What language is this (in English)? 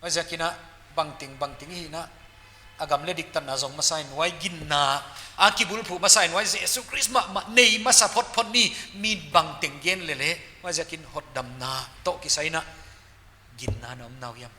Paite Chin